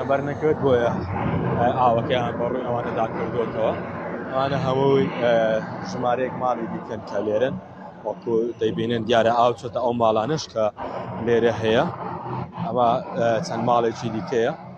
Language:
Central Kurdish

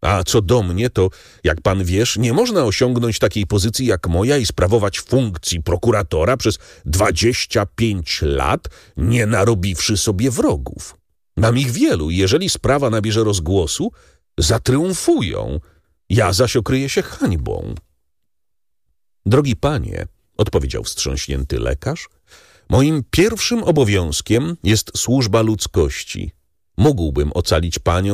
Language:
Polish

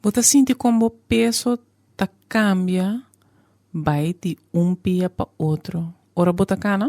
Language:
Papiamento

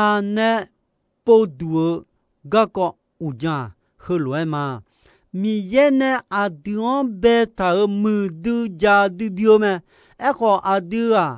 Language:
Akha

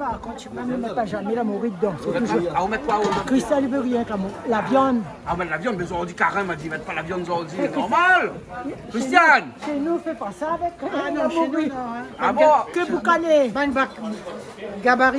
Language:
Réunion Creole French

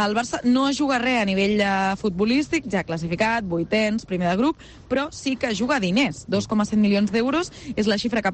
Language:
Catalan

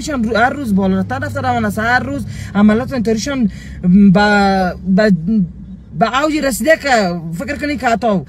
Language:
Persian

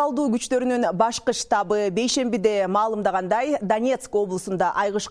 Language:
Kyrgyz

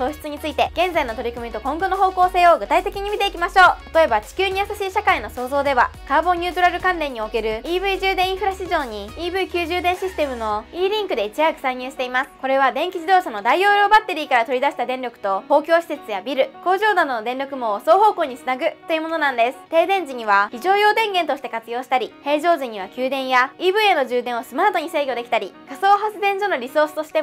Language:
Japanese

